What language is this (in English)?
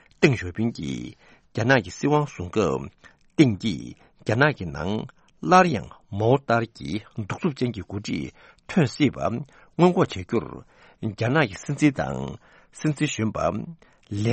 Tibetan